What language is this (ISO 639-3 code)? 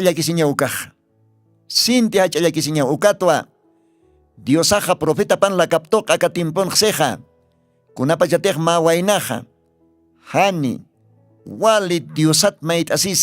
aym